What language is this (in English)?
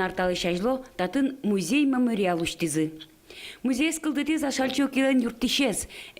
Udmurt